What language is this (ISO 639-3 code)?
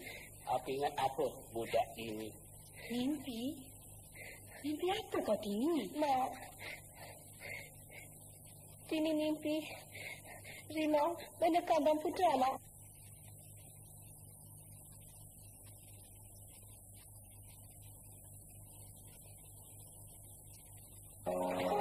msa